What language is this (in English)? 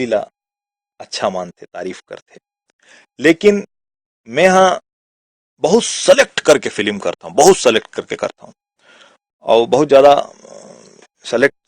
Chhattisgarhi